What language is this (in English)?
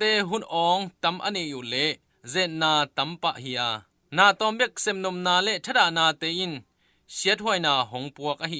Tedim Chin